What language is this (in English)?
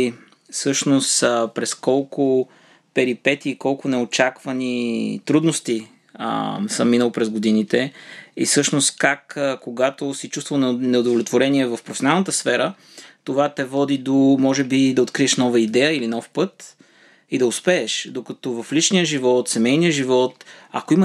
Bulgarian